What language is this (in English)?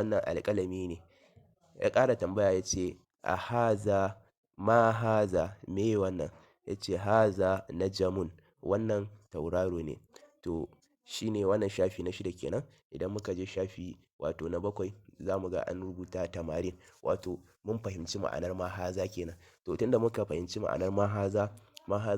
Hausa